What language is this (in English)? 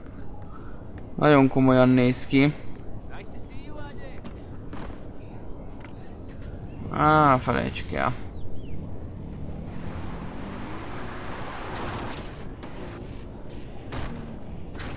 Hungarian